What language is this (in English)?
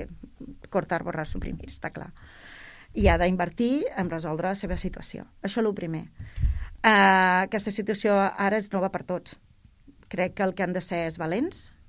Catalan